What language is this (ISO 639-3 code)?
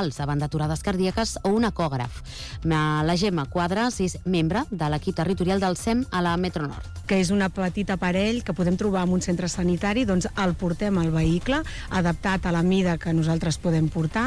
cat